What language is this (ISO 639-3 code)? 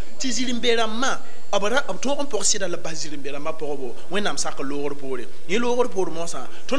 mos